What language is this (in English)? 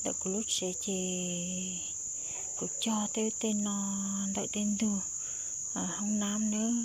Hmong